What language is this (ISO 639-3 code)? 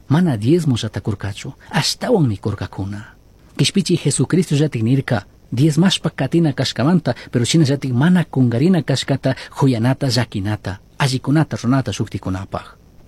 qug